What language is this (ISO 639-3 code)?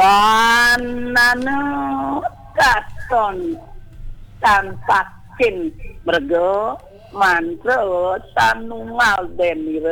ban